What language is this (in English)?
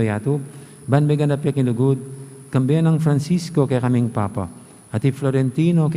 Pampanga